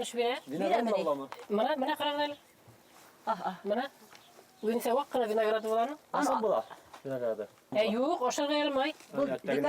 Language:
Bashkir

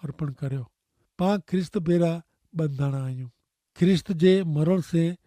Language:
Kachhi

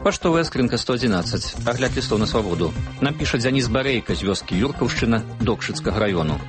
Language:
Belarusian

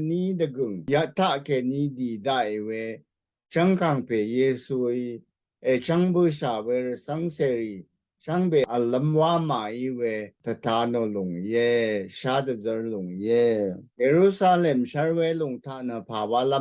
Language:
Rawang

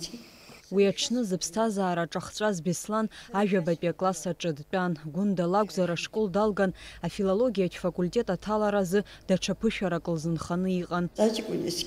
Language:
Abkhazian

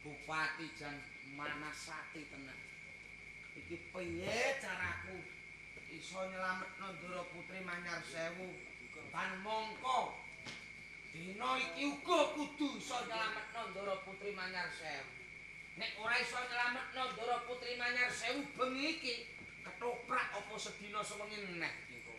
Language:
Javanese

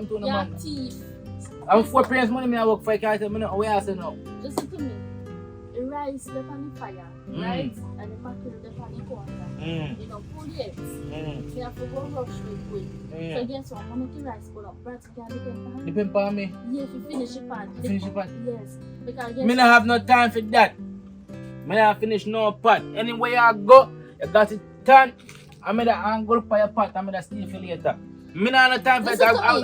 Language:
Jamaican Creole English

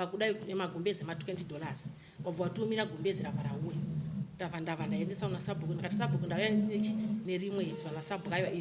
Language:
Shona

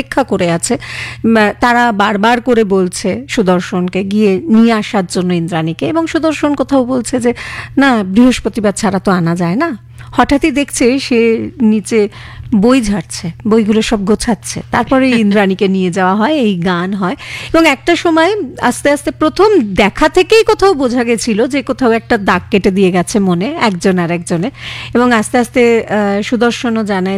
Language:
Bangla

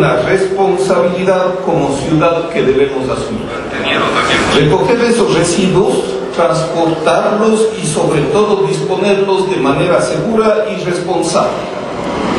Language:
Spanish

